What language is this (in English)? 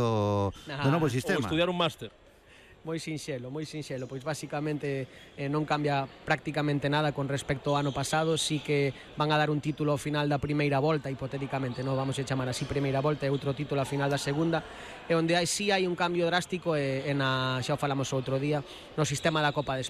Galician